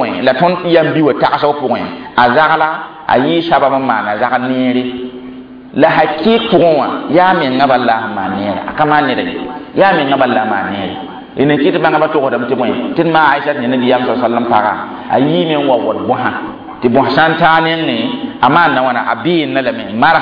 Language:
Mossi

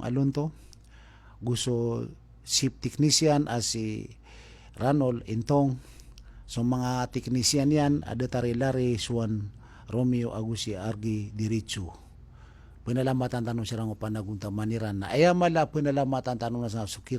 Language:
Maranao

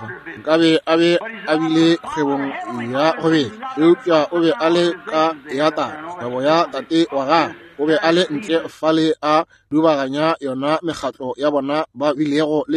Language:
Northern Sotho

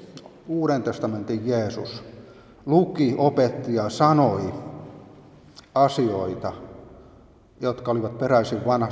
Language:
Finnish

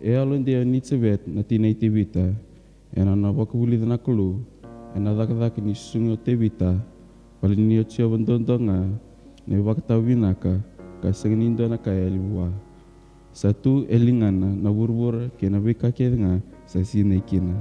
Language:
Fijian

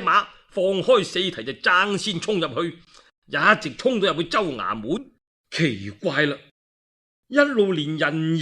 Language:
Cantonese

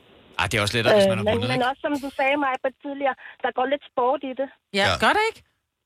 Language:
Danish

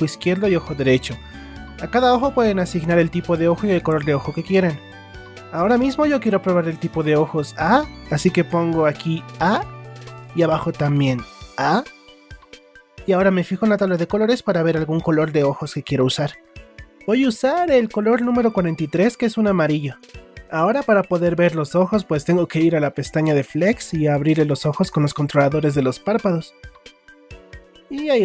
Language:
Spanish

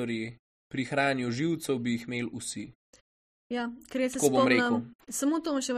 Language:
Slovenian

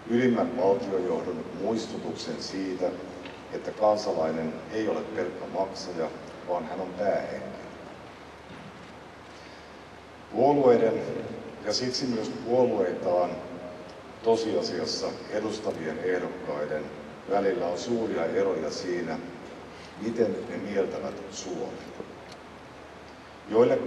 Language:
Finnish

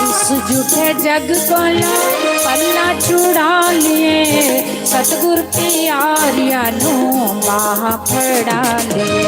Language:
Dogri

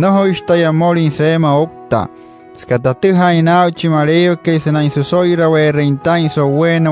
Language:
Wayuu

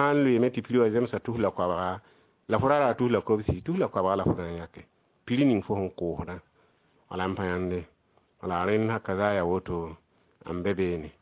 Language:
Mossi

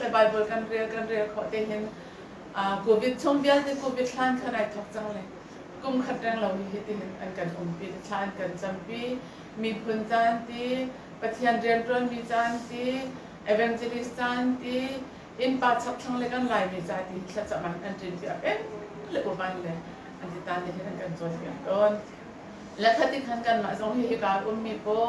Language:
Hakha Chin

